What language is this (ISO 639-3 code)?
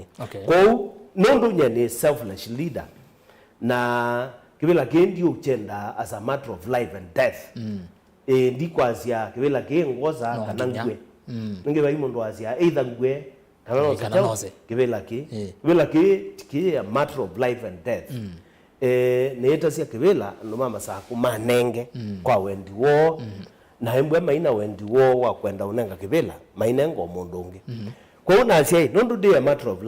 kam